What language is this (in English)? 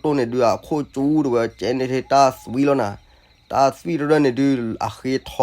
S'gaw Karen